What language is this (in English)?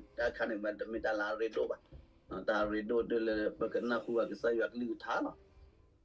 S'gaw Karen